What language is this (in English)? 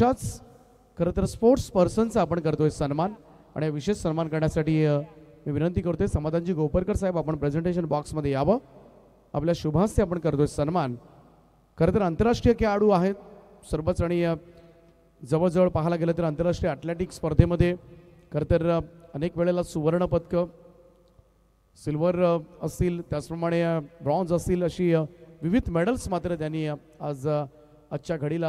Marathi